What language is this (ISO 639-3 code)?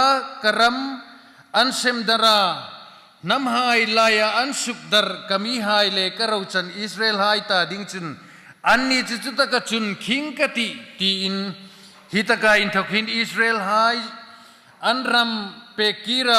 hmr